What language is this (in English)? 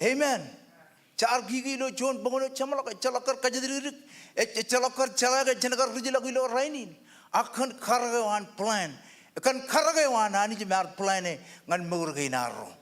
Marshallese